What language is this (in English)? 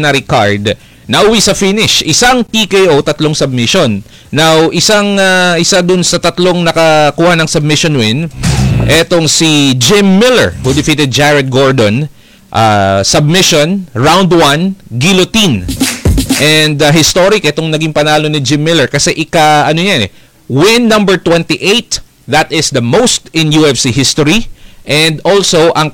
Filipino